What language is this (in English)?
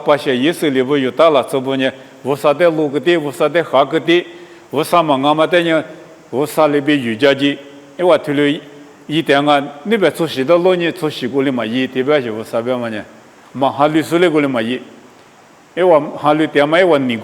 Lisu